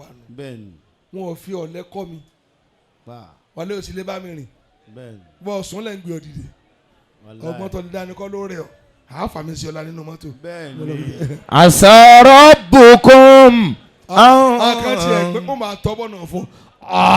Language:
Yoruba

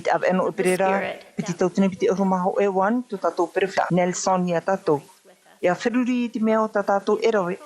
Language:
Tahitian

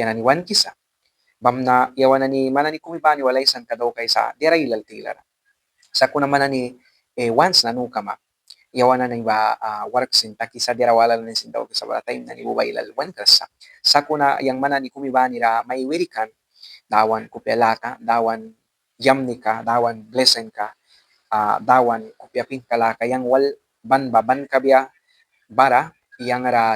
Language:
Mískito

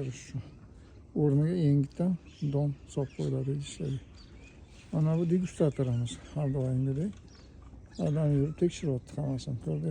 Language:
Uzbek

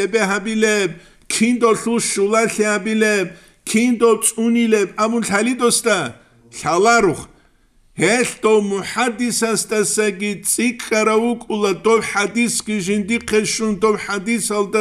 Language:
Avaric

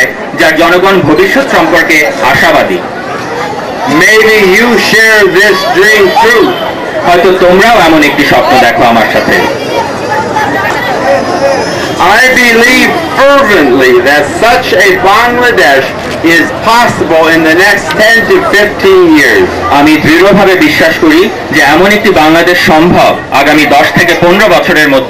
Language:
Bangla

